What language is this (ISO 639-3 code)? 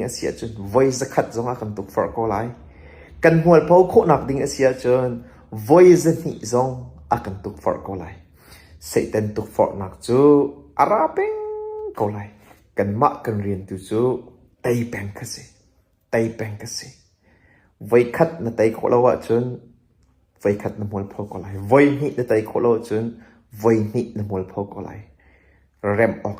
cnh